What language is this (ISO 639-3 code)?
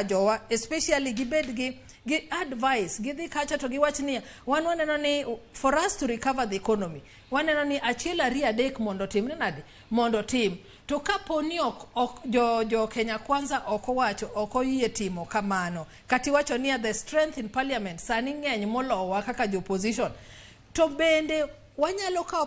luo